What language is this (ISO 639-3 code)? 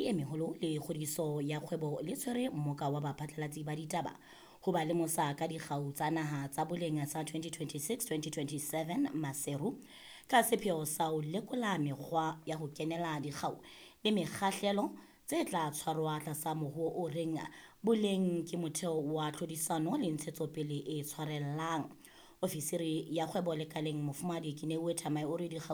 sot